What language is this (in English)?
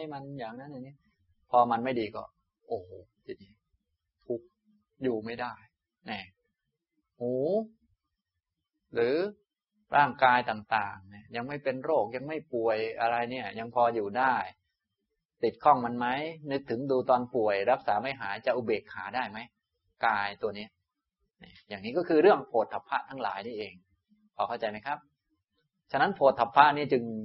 Thai